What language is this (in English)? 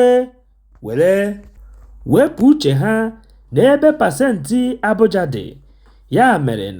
Igbo